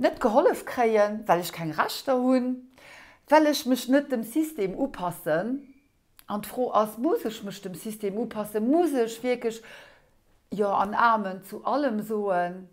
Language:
Luxembourgish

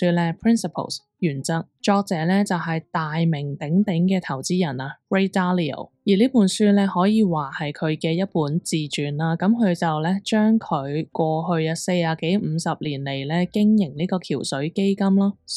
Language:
Cantonese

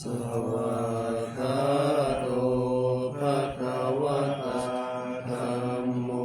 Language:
Pali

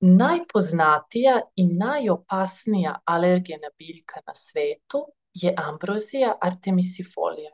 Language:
Serbian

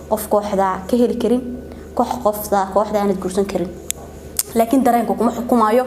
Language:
Somali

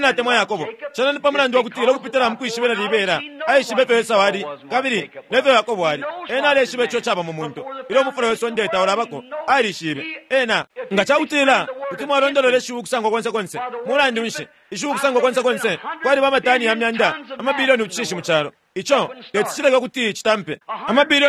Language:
Bemba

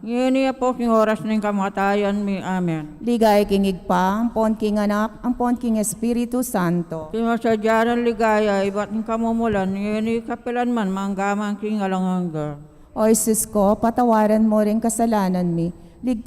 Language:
Pampanga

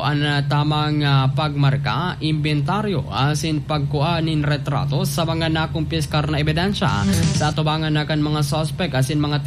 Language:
Bikol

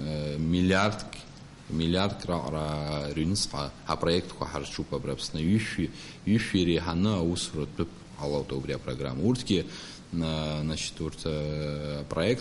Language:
Abkhazian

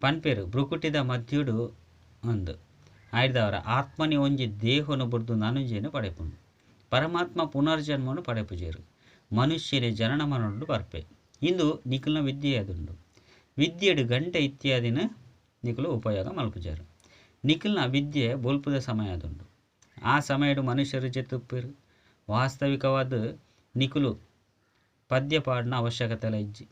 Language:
Tulu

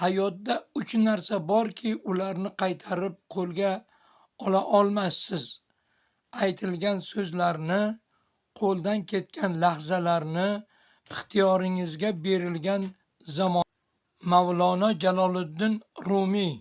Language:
Uzbek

